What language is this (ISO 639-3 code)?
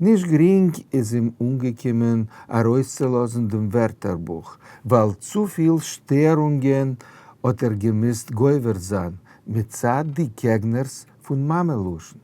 yid